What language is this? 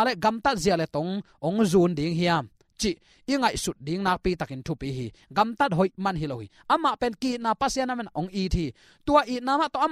Tedim Chin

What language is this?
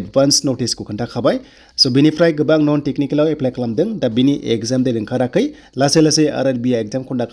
Bodo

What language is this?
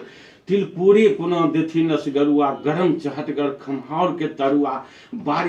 Maithili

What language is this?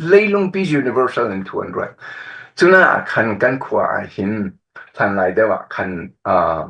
Falam Chin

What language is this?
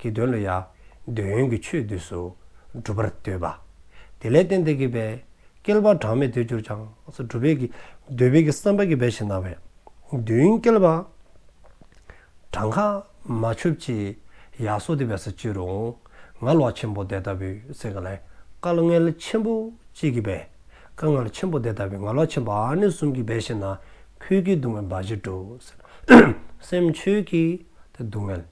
Dzongkha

